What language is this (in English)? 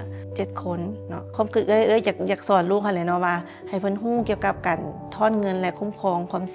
Lao